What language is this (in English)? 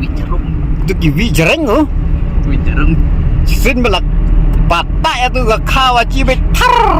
Khasi